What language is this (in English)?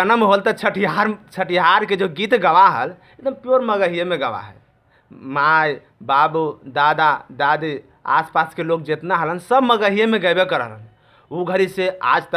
Magahi